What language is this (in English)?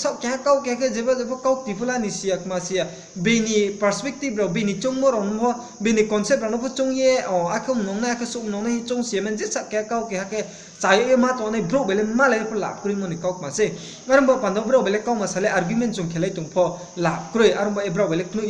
Riang (India)